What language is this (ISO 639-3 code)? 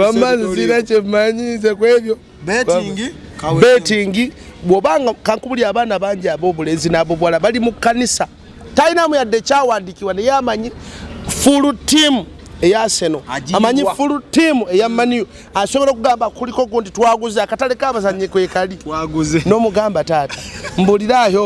lug